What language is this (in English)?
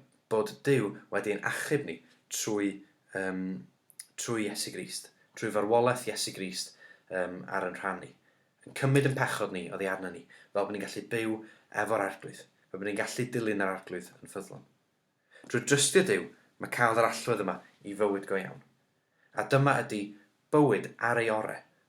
Welsh